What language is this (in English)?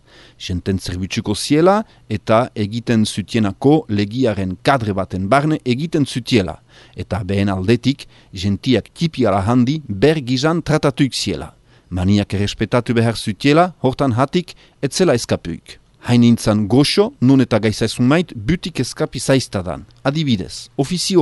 Basque